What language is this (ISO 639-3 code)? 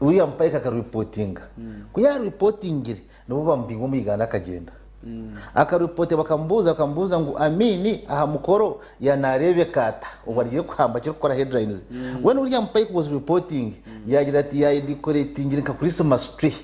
nyn